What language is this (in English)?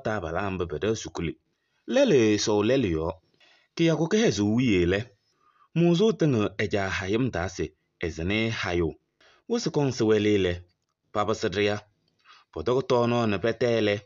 Kabiyè